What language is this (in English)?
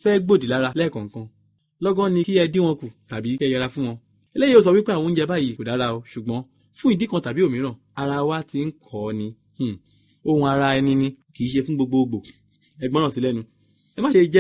Yoruba